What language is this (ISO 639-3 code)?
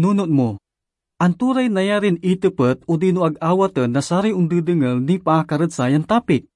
pag